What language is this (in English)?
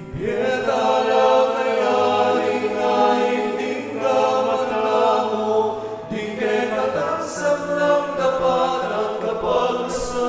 Pampanga